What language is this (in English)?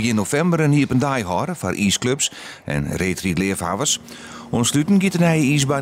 Western Frisian